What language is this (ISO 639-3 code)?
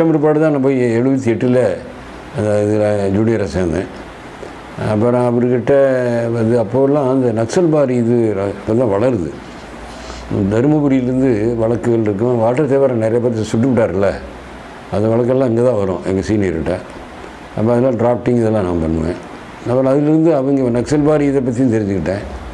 tam